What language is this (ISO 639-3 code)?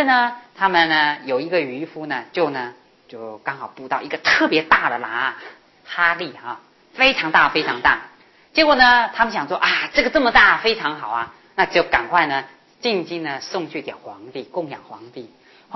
zho